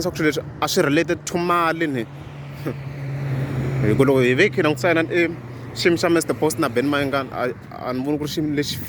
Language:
Tsonga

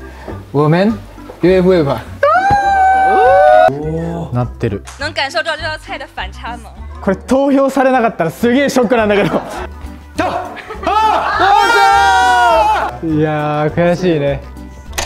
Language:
Japanese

